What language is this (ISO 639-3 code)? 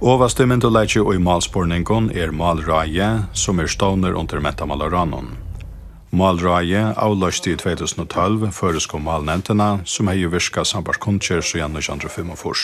fao